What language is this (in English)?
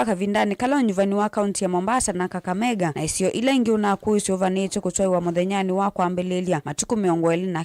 Kamba